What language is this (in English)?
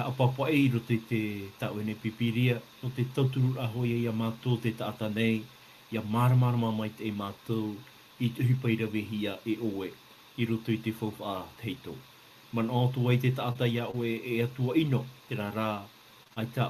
Tahitian